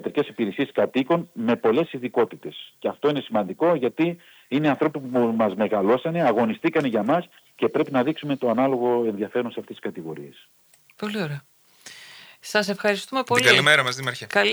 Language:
Greek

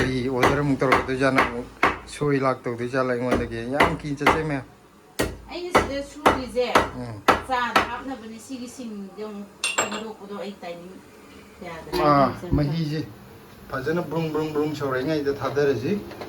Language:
Manipuri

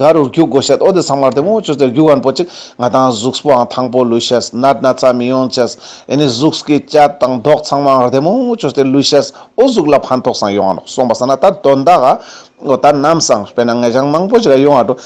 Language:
Ladakhi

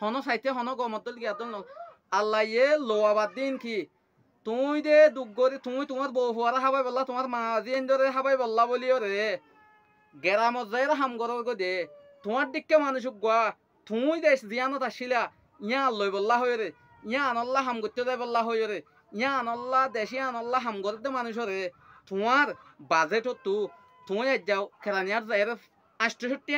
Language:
Rohingya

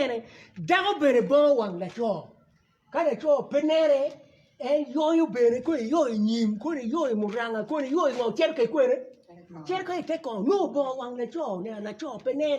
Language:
Acoli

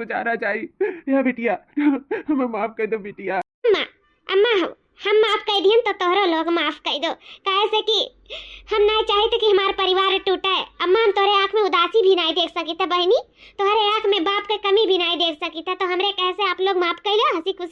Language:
Awadhi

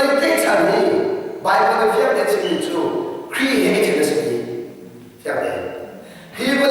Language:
Hakha Chin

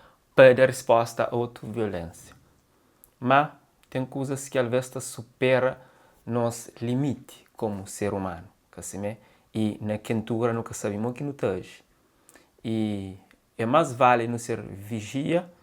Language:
Kabuverdianu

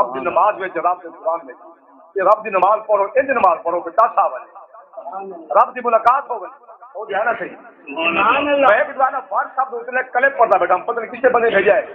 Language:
Saraiki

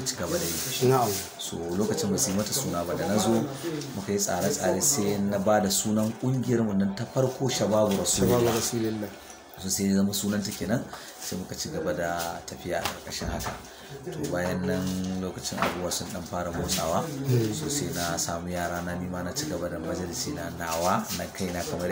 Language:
Hausa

